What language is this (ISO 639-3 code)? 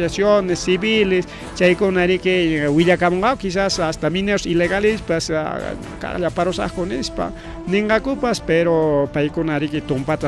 quy